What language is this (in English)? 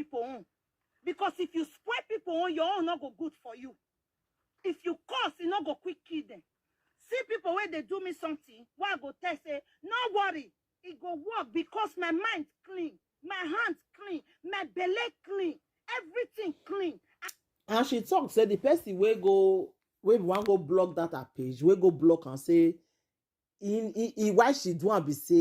Nigerian Pidgin